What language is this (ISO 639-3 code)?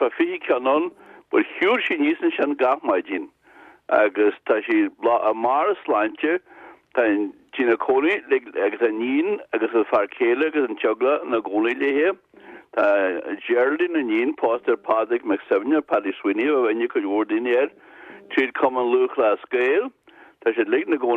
gle